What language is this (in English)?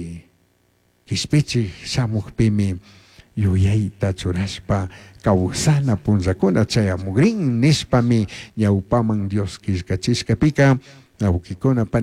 Chimborazo Highland Quichua